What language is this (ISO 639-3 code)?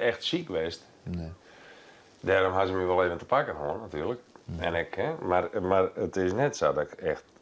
fry